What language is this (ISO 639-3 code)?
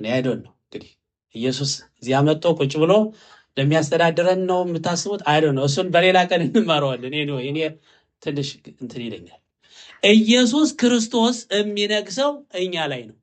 amh